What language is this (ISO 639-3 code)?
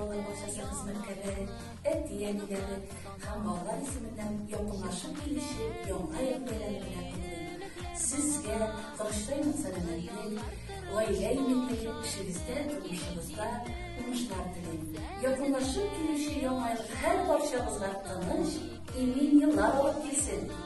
tat